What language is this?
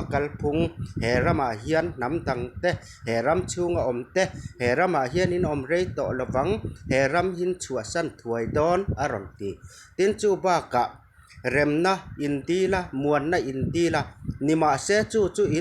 Mizo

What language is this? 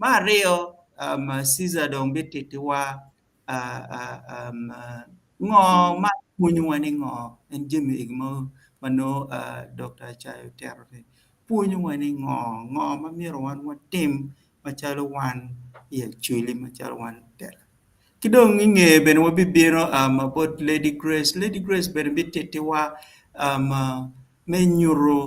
Acoli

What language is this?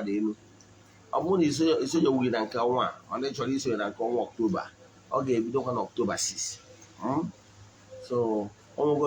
Igbo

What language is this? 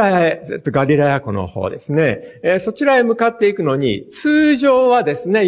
Japanese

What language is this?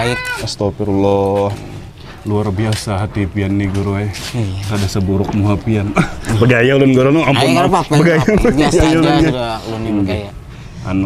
Banjar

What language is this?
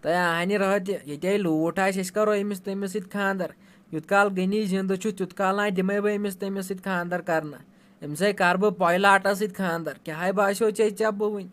Kashmiri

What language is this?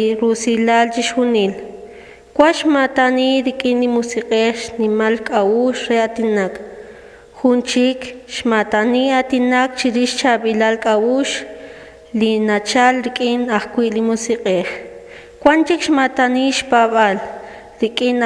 Kekchí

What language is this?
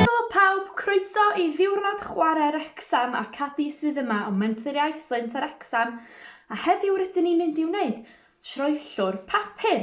Welsh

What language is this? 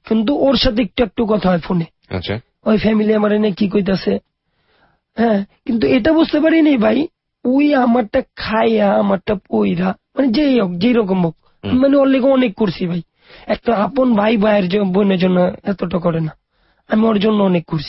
Bangla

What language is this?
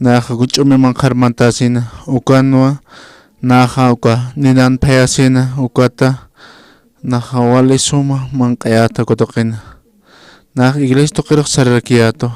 Aymara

